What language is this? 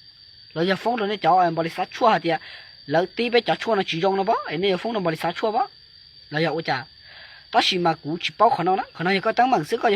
Hmong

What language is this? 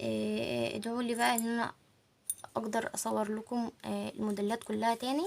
Egyptian Arabic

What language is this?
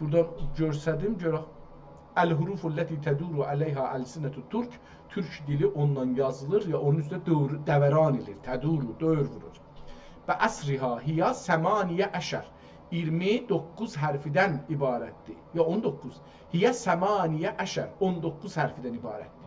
South Azerbaijani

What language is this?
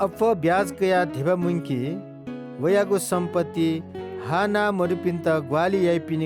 Newari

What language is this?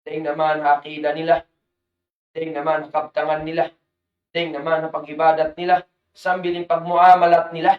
Tausug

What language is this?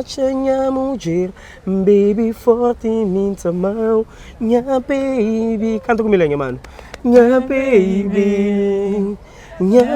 Kabuverdianu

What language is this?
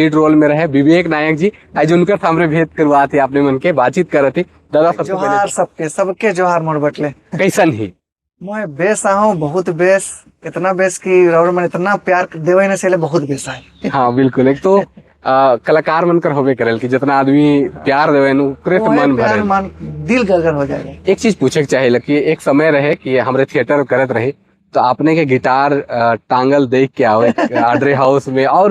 Sadri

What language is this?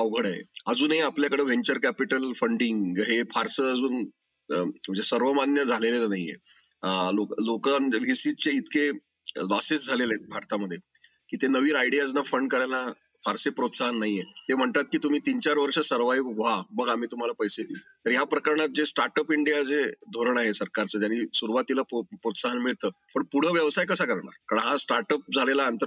Marathi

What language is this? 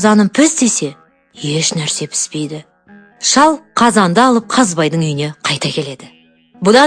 Kazakh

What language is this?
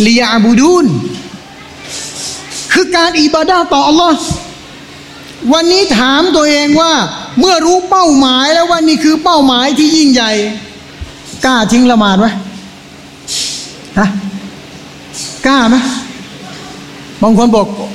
Thai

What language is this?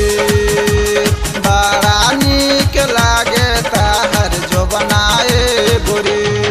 Bhojpuri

